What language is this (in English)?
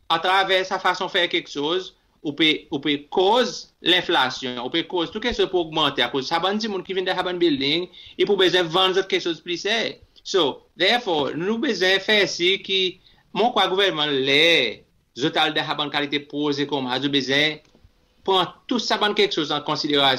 Seselwa Creole French